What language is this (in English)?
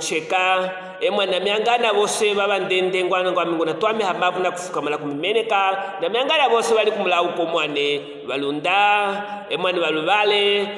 Luvale